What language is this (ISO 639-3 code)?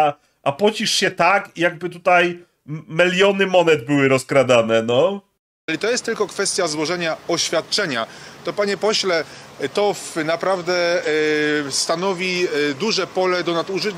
pol